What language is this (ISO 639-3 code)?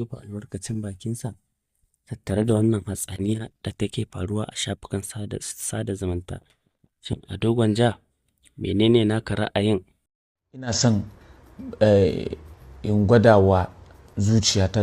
hau